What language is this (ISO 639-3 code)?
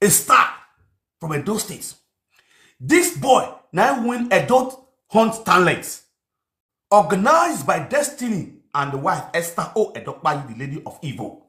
pcm